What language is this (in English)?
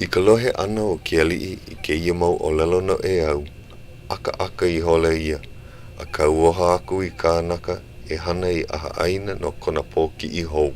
Hawaiian